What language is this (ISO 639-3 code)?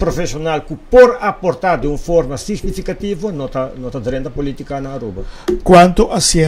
pap